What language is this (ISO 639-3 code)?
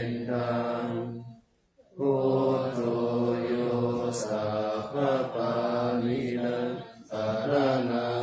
pli